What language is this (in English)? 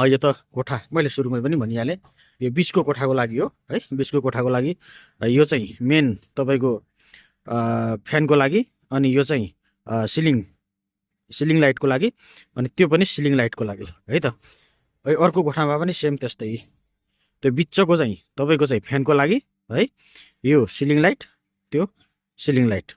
Nepali